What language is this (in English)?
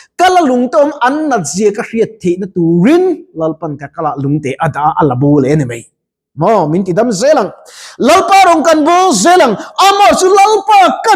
Mizo